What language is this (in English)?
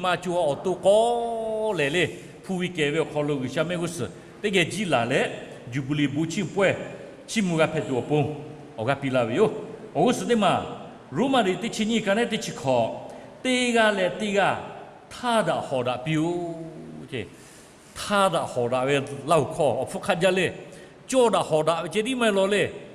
Lahu